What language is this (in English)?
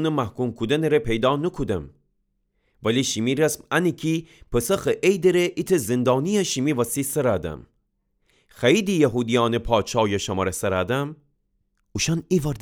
Gilaki